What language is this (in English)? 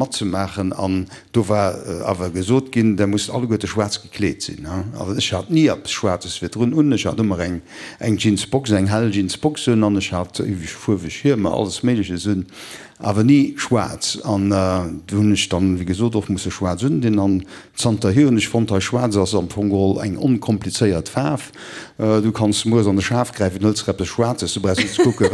Luxembourgish